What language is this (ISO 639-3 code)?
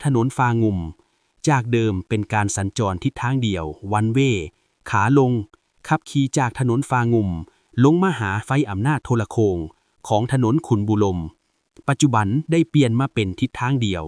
lao